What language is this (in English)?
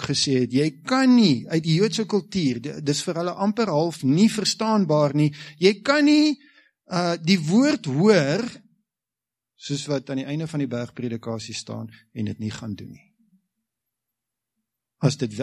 Afrikaans